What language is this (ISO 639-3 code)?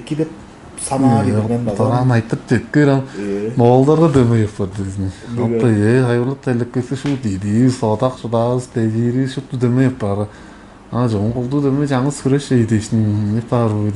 tyv